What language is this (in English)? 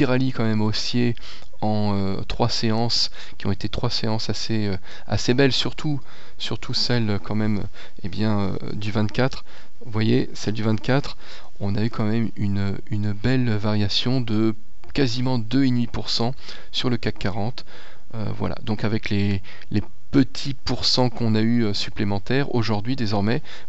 French